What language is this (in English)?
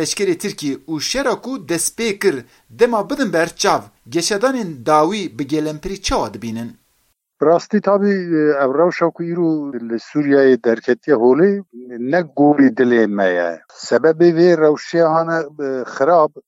Kurdish